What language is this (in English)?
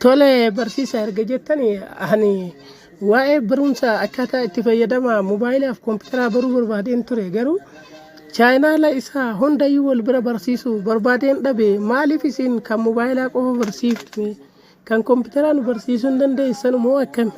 Oromo